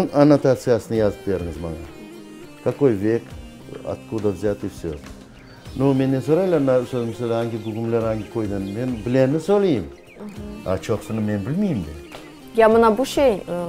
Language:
Crimean Tatar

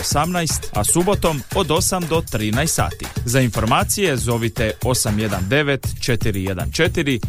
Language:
Croatian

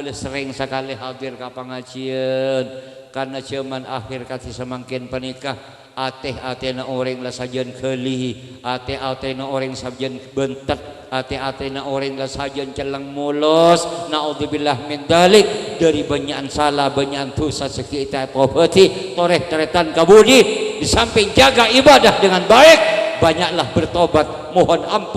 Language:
Madurese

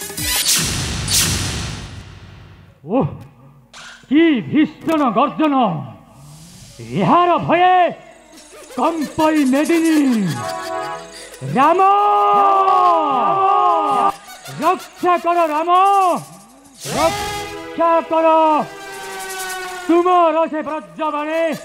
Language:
Odia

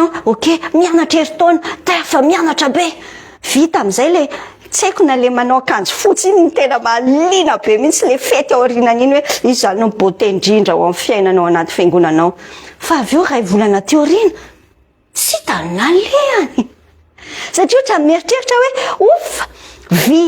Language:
Malagasy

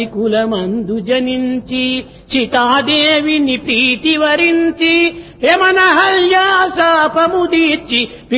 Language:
Telugu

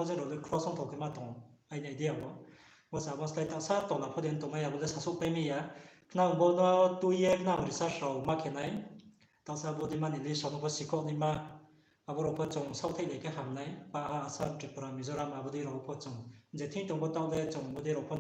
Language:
Riang (India)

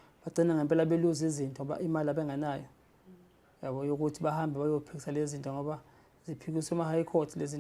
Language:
Zulu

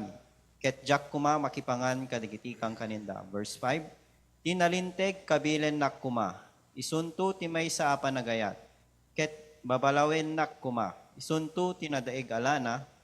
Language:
Iloko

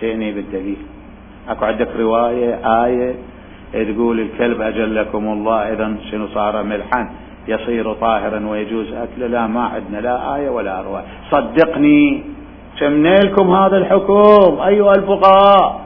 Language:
Mesopotamian Arabic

